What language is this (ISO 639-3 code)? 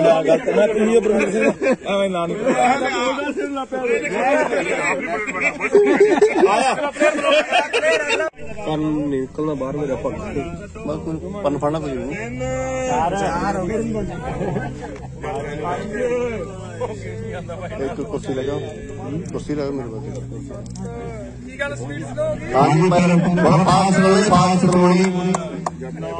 pan